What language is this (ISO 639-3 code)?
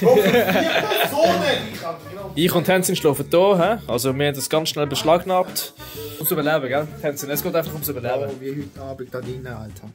gsw